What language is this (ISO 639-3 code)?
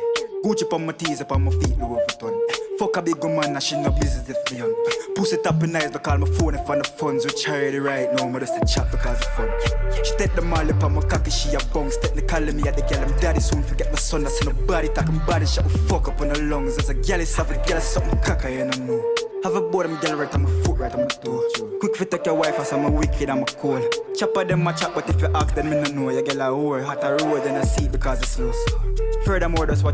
jam